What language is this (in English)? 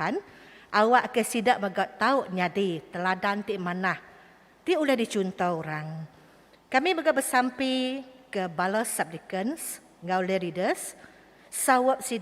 Iban